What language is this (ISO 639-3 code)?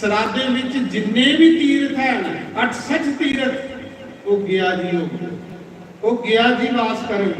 doi